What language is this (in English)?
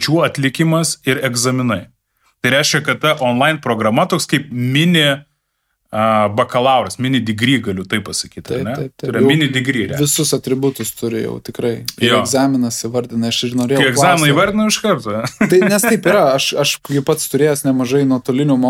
Lithuanian